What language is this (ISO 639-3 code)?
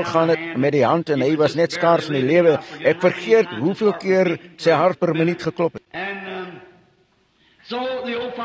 afr